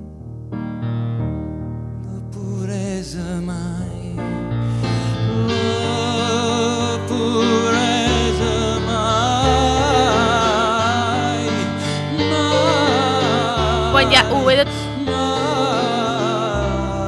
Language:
Catalan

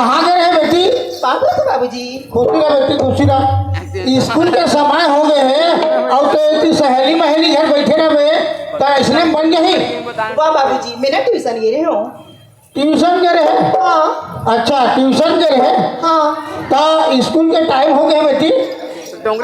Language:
Chhattisgarhi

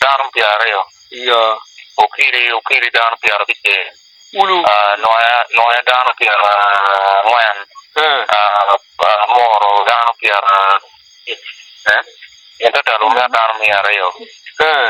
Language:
Acoli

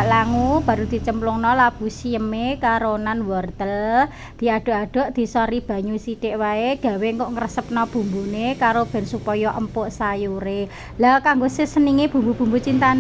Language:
Javanese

